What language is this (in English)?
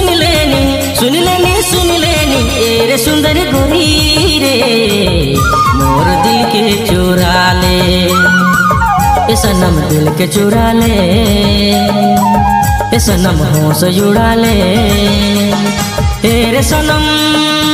Sadri